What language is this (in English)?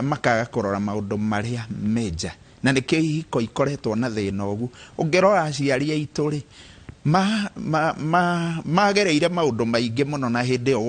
Kikuyu